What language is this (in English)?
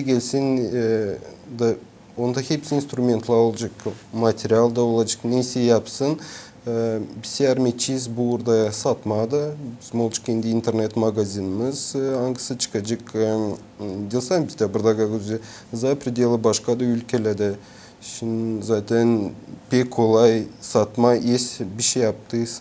Gagauz